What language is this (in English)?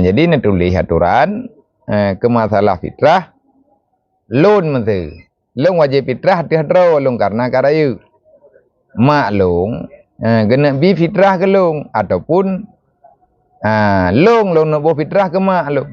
Achinese